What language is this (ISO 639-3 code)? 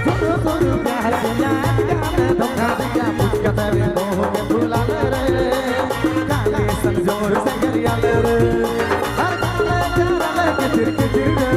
sck